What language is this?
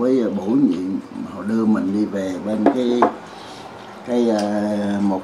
Vietnamese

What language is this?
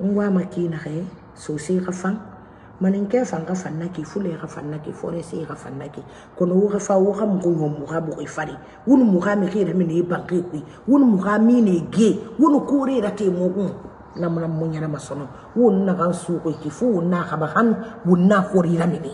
Mandingo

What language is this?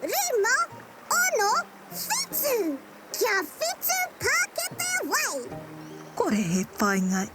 Māori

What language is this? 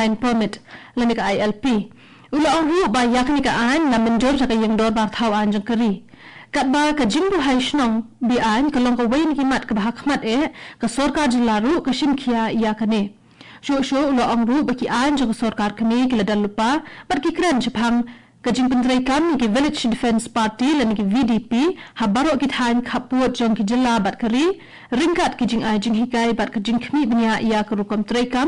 Khasi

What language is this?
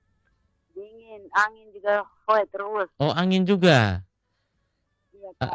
Indonesian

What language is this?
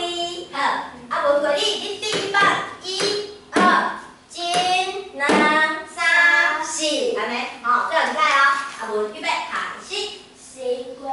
Min Nan Chinese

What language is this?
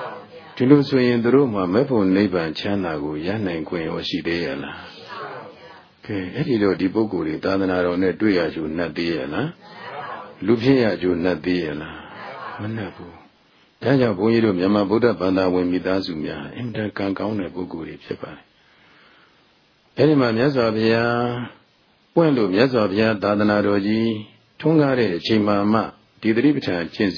Burmese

